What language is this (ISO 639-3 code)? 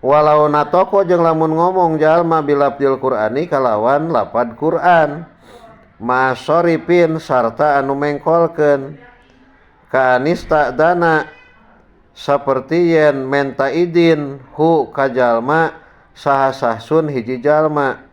sun